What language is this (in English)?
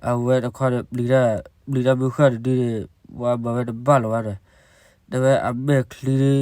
S'gaw Karen